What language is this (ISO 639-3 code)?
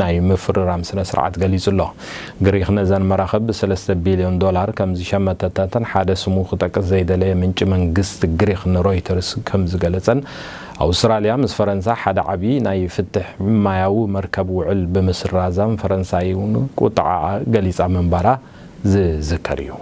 tir